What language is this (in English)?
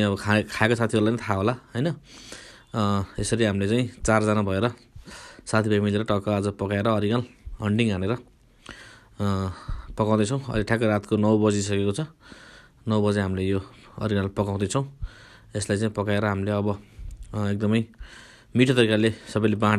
Nepali